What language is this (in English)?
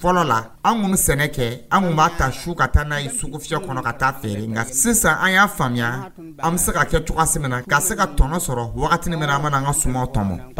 Dyula